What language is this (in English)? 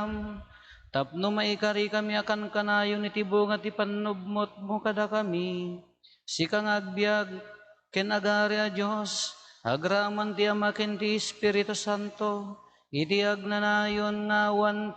Iloko